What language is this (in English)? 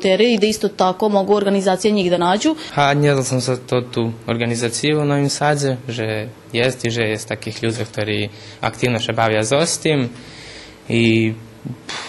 Rusyn